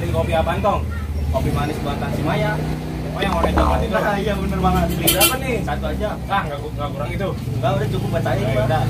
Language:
Betawi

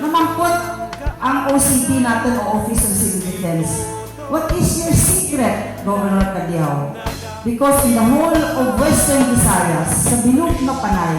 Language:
Kinaray-a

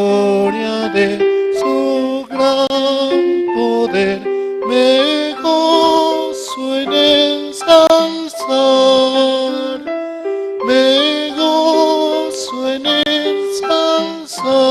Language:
Aymara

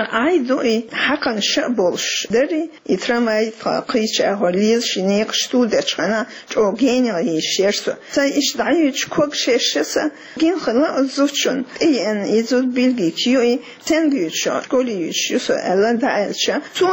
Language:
Chechen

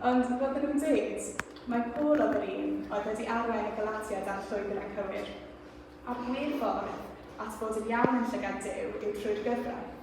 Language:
Welsh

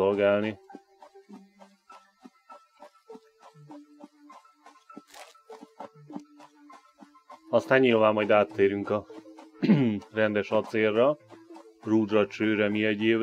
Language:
Hungarian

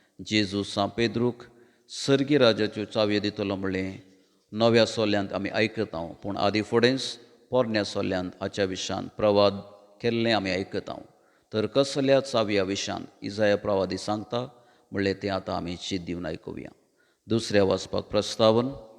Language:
Konkani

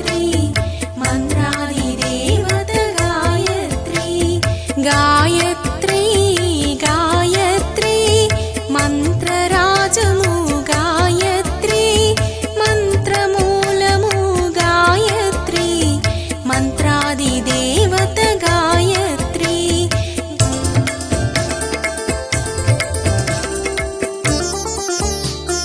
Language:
Telugu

